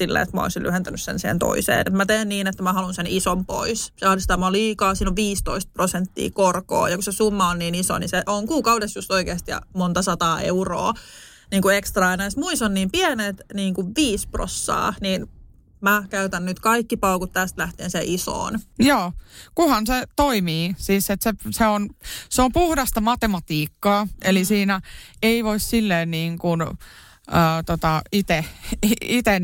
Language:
Finnish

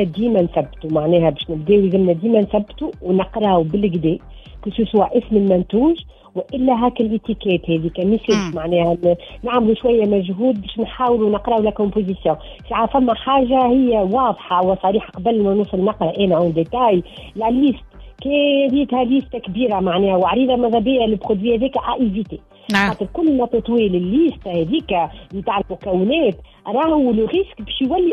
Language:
Tunisian Arabic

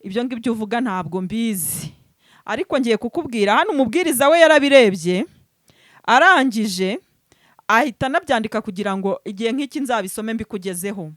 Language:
Kinyarwanda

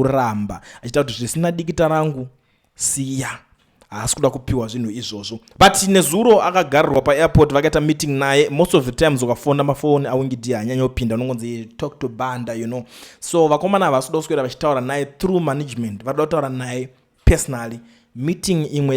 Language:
Shona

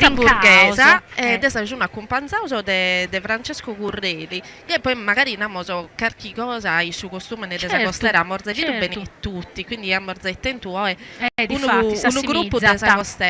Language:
Sardinian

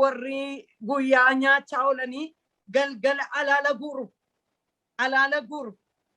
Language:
Oromo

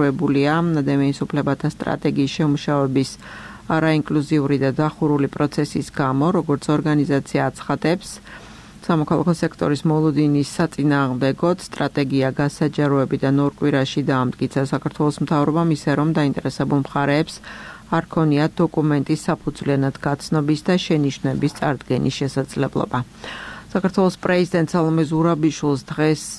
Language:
Georgian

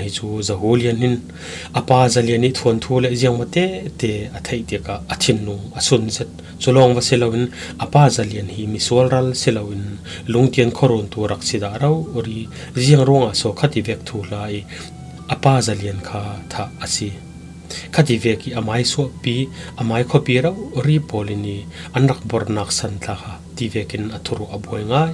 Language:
Falam Chin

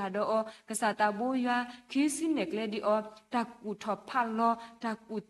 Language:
S'gaw Karen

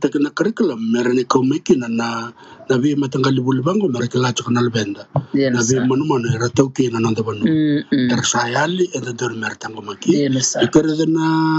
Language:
Fijian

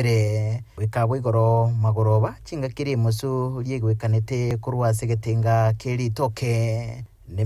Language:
Gusii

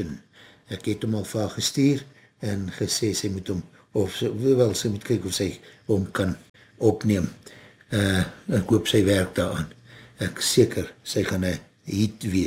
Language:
Afrikaans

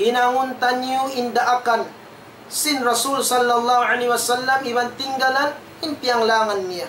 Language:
Tausug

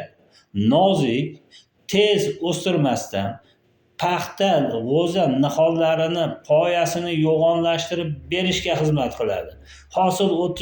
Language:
Uzbek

